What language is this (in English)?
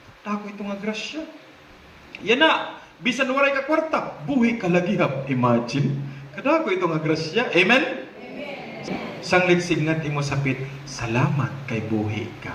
Waray